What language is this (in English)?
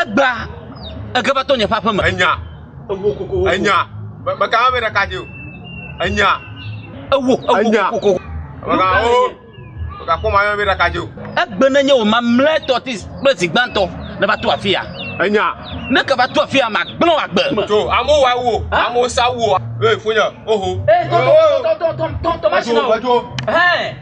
Ewe